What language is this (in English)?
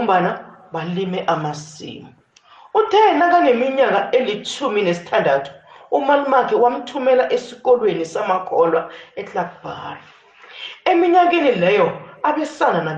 South Ndebele